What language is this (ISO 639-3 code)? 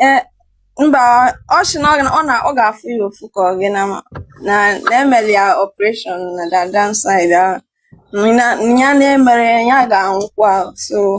ibo